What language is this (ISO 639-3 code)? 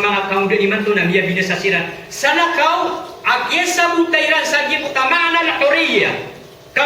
mrw